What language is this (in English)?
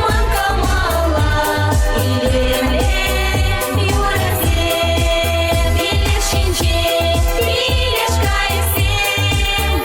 Chuvash